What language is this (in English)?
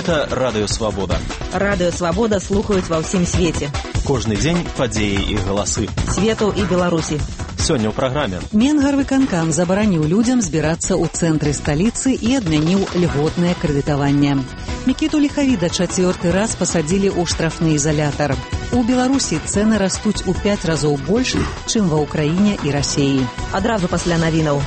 Belarusian